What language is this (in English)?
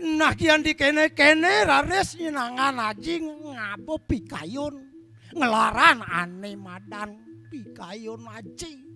Balinese